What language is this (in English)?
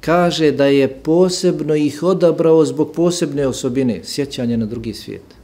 Bosnian